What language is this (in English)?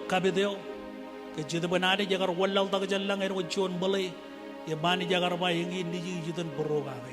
Marshallese